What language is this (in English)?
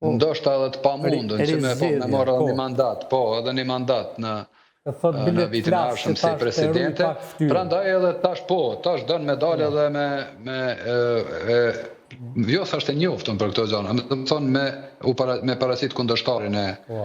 Albanian